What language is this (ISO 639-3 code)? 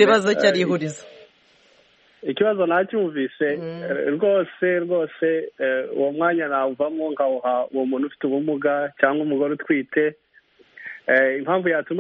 kin